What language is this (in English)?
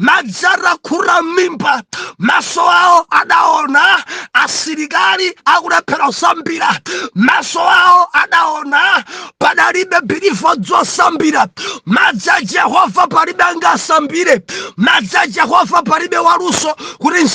Nyanja